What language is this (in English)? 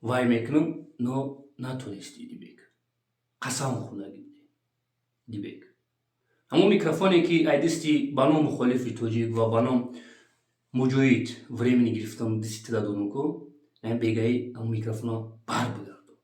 Tajik